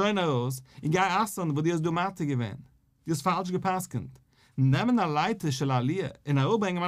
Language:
Yiddish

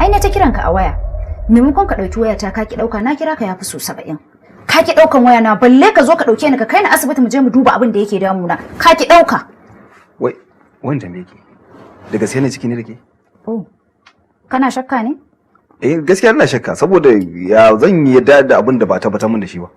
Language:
Hausa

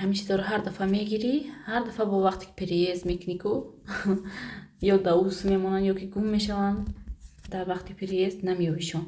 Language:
Tajik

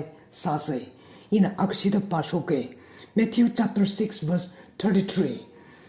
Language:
Tangkhul Naga (India)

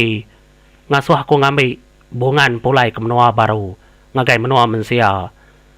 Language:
Iban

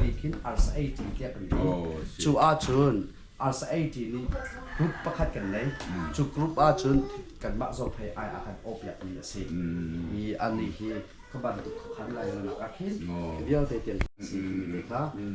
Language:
Hakha Chin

